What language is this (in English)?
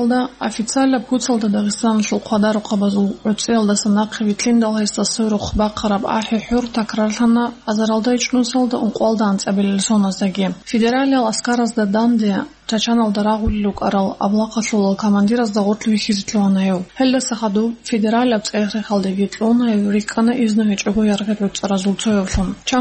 Avaric